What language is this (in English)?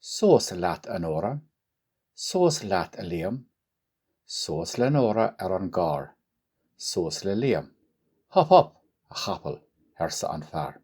Irish